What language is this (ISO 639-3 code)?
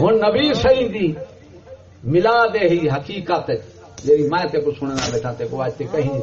skr